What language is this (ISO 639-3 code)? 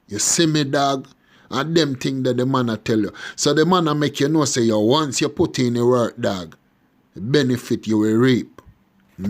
jam